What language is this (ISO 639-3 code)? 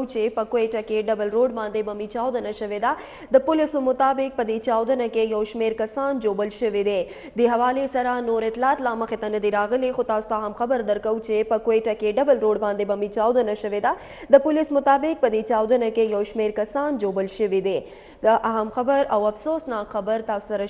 pus